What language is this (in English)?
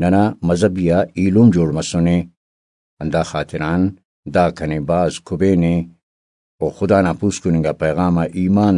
Brahui